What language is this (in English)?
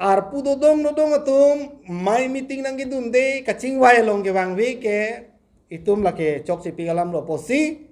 Karbi